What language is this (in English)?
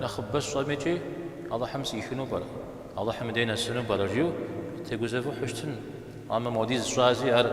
Kabardian